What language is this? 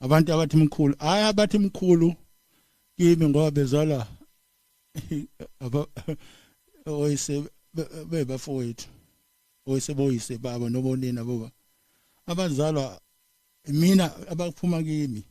Zulu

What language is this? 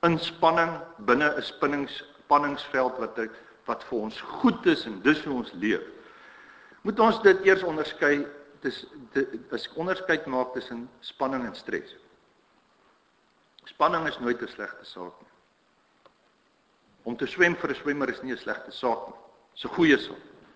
Afrikaans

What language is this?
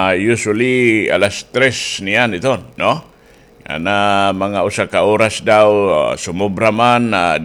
Waray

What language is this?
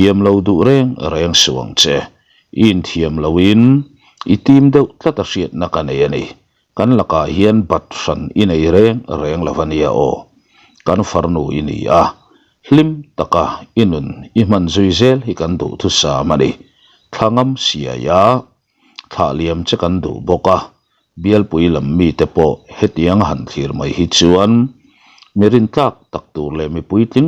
Mizo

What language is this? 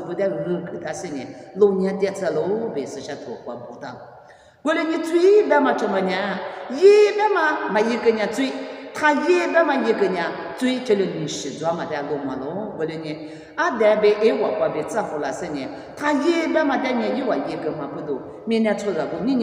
Lisu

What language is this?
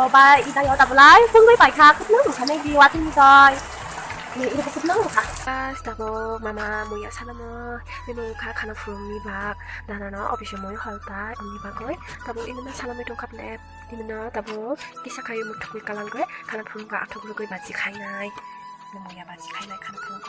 Kok Borok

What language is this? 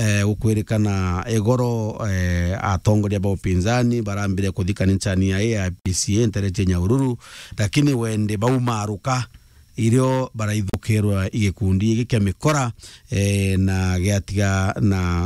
Meru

